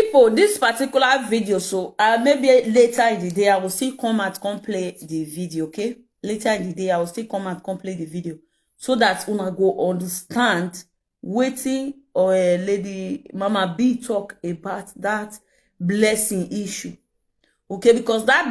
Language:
Nigerian Pidgin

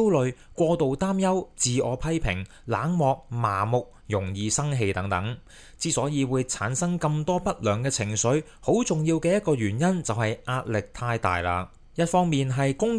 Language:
Cantonese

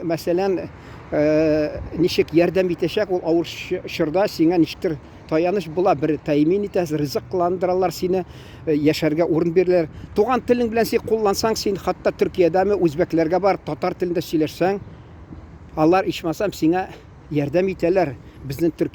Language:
Tatar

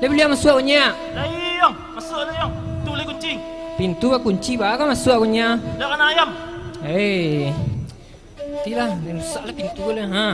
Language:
Minangkabau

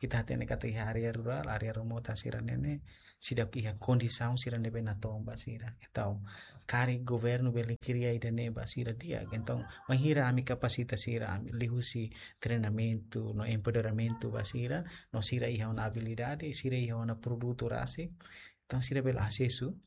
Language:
Tetum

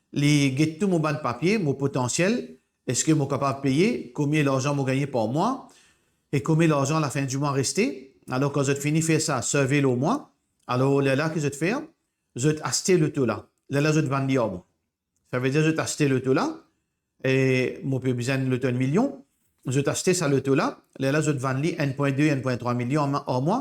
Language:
Morisyen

